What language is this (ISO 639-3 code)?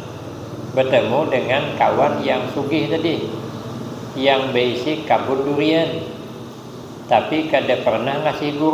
bjn